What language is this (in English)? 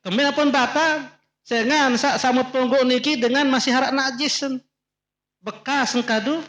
Sasak